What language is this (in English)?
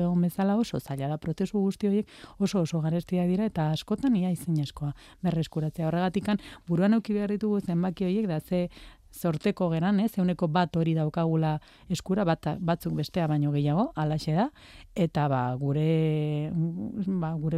Basque